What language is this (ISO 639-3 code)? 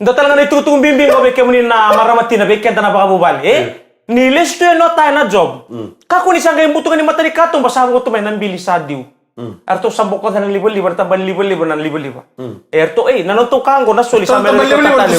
fij